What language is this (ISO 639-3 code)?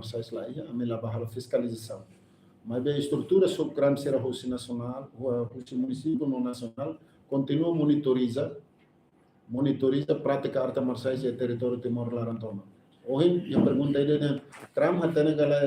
tet